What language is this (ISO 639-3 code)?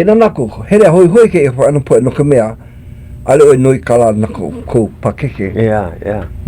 haw